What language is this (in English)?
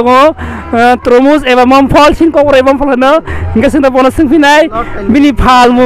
Kok Borok